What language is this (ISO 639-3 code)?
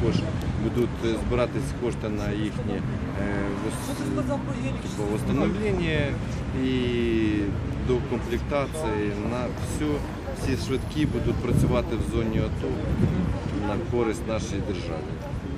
ukr